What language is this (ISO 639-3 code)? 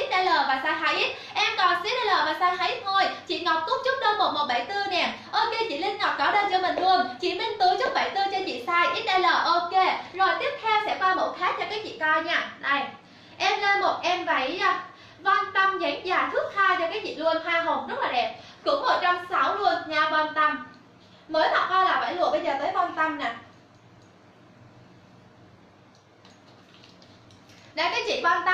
vie